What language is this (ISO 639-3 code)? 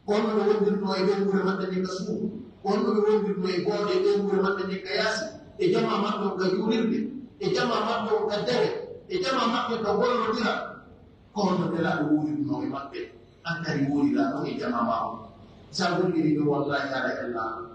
fuf